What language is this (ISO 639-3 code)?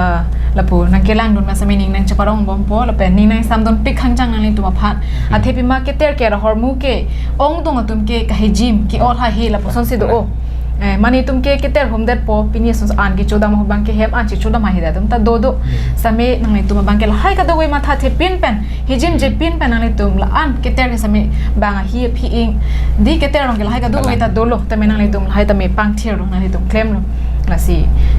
mjw